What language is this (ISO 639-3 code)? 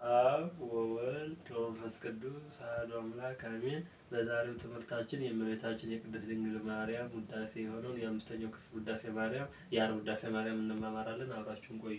amh